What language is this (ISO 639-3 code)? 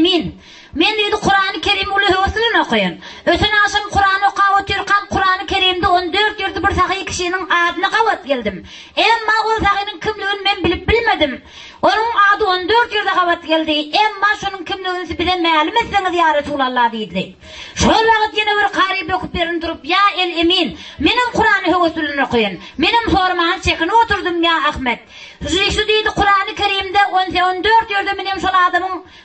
tuk